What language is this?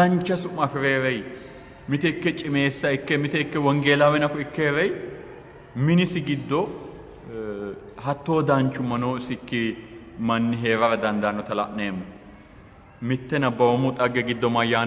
Sidamo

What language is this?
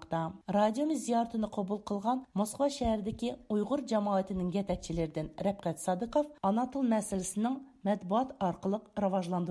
Uyghur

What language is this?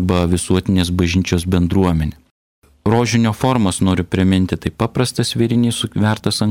Lithuanian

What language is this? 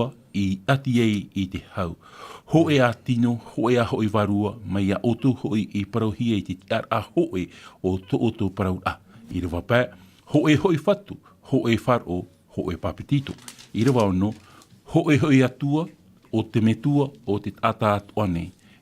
Tahitian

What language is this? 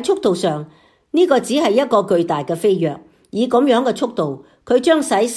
Cantonese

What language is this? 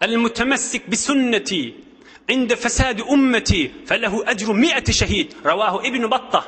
Turkmen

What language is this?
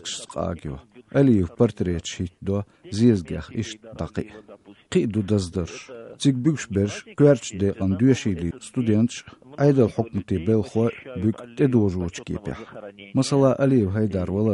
Chechen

